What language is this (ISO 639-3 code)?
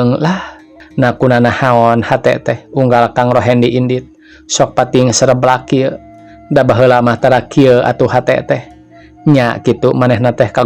sun